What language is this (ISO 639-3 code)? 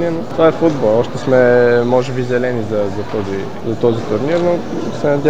bul